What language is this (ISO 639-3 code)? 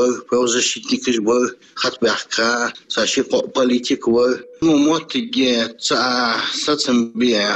che